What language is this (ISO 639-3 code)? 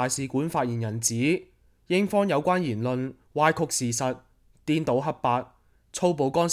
yue